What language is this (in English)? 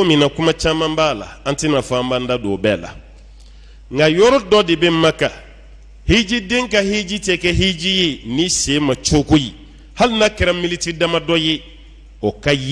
Bambara